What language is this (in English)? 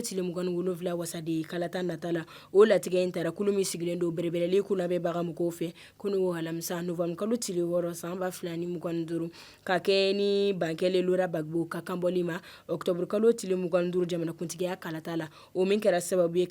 Bambara